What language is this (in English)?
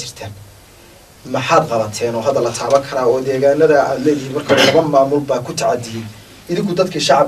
Somali